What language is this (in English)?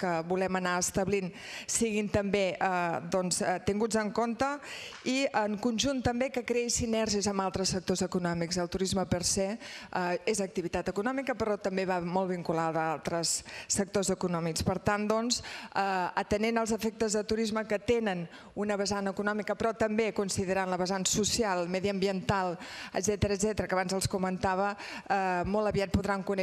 Catalan